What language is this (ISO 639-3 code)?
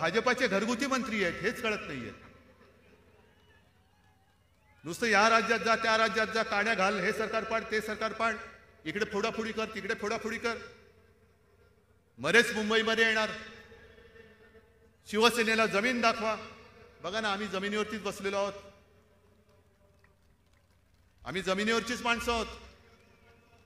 mar